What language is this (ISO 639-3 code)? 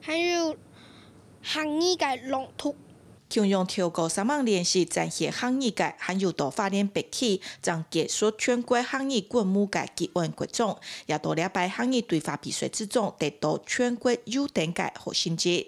hak